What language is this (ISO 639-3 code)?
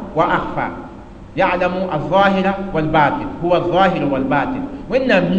mos